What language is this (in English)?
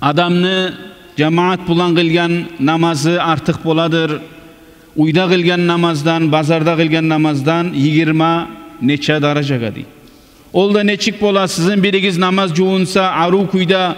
Kumyk